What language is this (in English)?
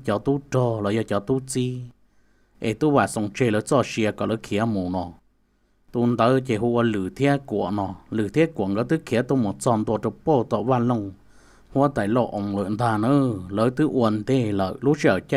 Hmong